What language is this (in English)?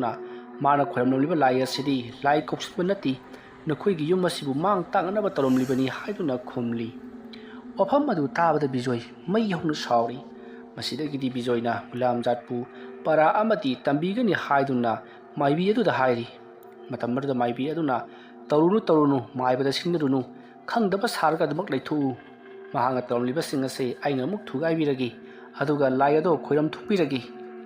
Manipuri